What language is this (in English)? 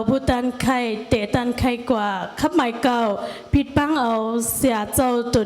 Shan